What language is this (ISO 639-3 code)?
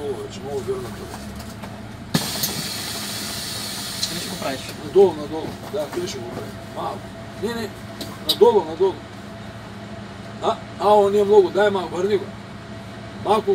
bul